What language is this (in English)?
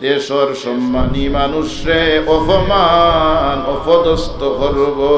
Sylheti